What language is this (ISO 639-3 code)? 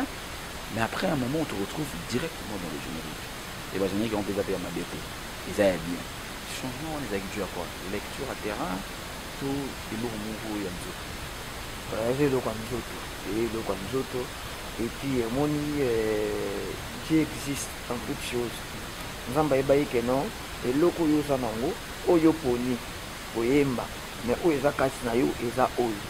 lin